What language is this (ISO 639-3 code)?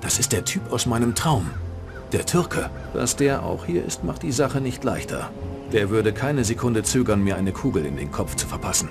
bar